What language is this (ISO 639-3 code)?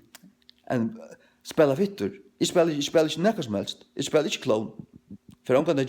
fao